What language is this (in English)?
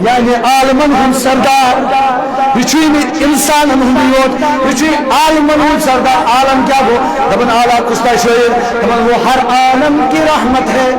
Kashmiri